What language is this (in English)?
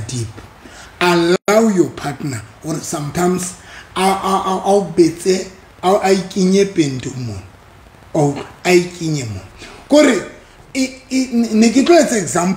Southern Sotho